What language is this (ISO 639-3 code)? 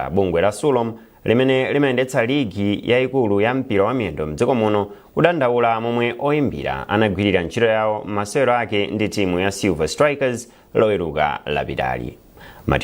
nya